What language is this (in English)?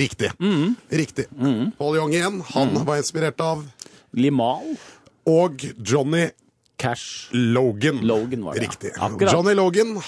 Norwegian